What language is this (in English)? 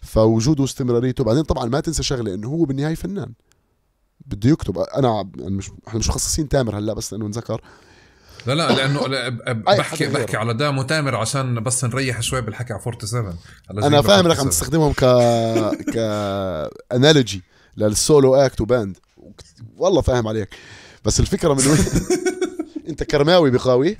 North Levantine Arabic